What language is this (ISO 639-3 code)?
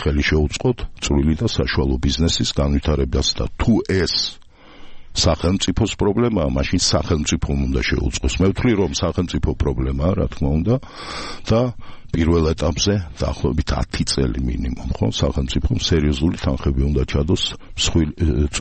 kat